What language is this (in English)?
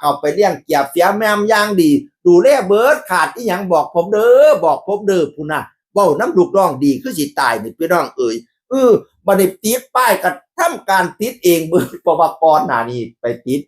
Northeastern Thai